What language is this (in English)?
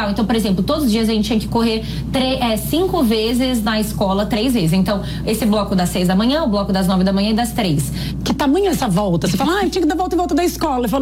Portuguese